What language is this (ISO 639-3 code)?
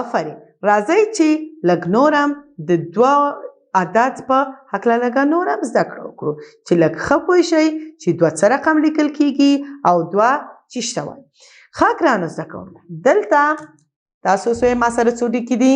pus